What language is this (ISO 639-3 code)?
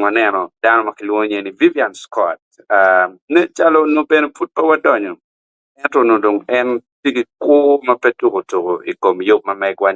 ach